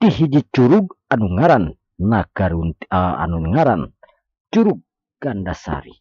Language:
Sundanese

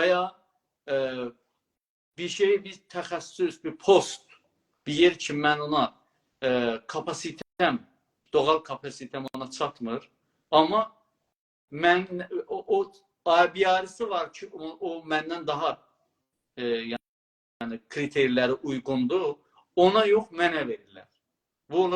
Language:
South Azerbaijani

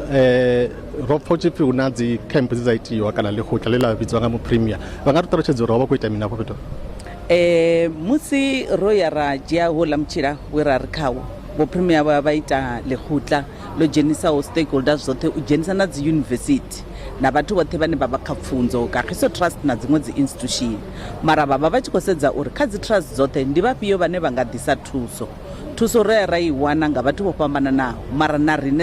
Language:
Venda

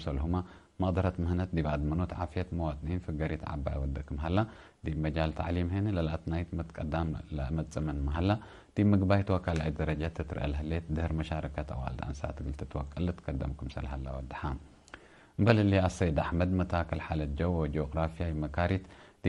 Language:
Tigre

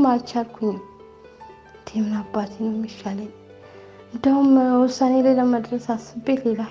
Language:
Amharic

